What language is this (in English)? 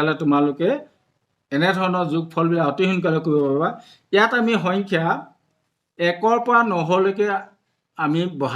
Assamese